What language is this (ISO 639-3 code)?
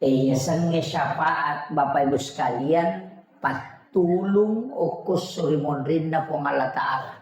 bug